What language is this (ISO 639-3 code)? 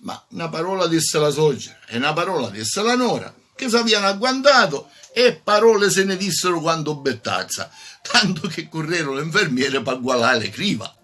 scn